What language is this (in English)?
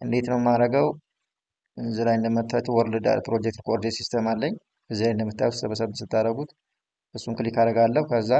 Amharic